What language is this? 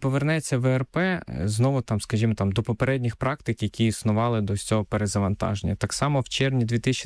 Ukrainian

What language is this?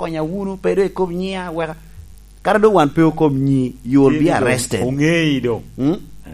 Lango (Uganda)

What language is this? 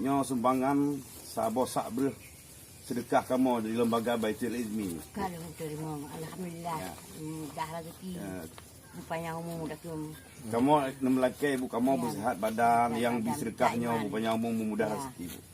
Achinese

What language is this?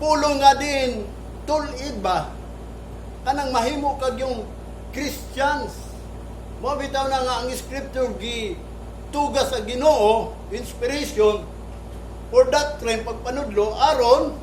Cebuano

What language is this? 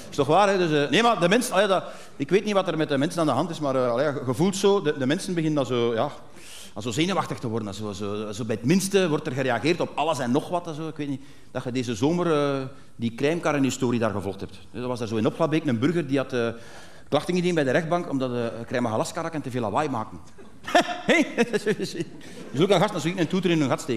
Dutch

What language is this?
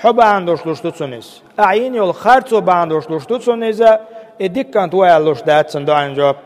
Chechen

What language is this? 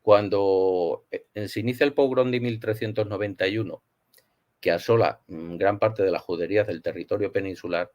Ladino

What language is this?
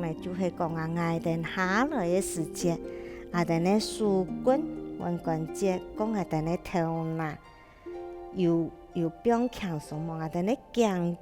Hakka Chinese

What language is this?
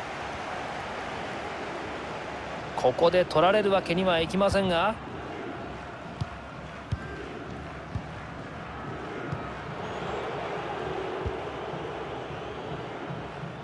Japanese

